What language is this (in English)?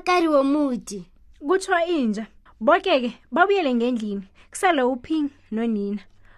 South Ndebele